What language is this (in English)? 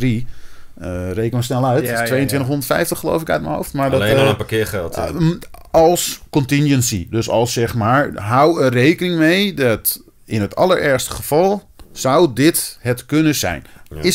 Dutch